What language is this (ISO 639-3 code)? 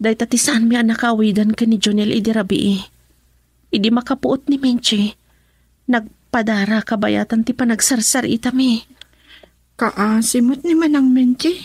ilo